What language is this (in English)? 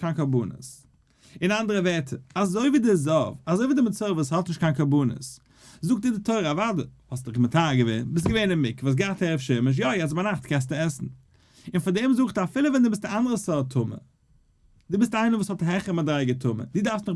Yiddish